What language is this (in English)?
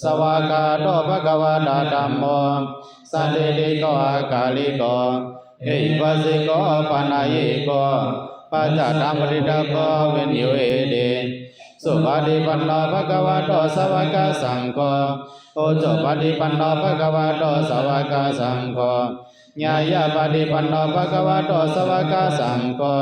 Shan